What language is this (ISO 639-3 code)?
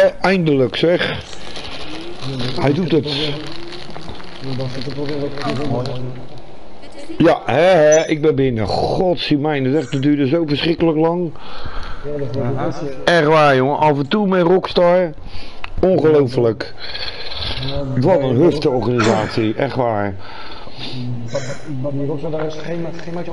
nld